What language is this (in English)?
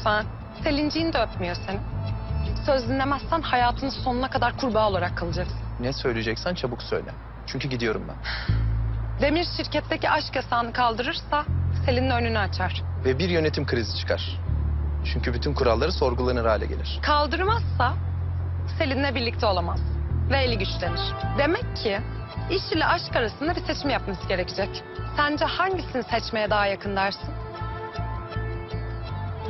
Turkish